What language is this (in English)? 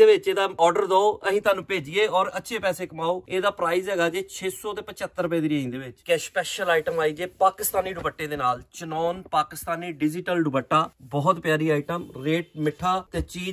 Punjabi